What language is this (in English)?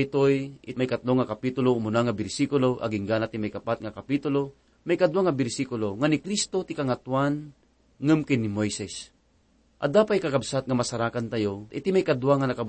Iloko